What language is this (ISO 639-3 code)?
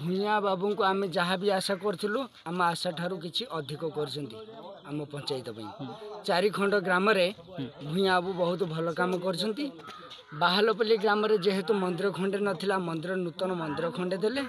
ori